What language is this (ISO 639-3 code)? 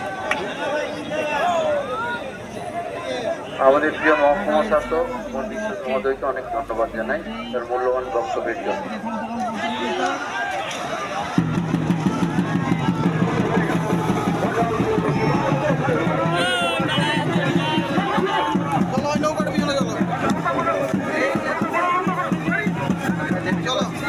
ben